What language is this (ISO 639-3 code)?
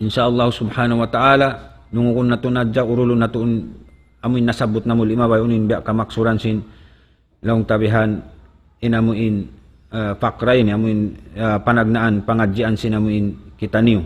tsg